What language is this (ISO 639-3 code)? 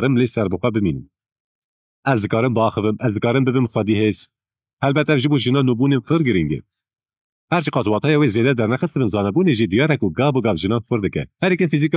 kur